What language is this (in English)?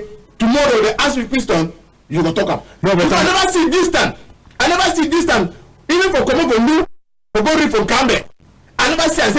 Cameroon Pidgin